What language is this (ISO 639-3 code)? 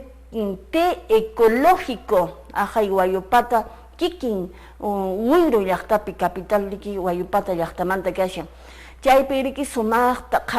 que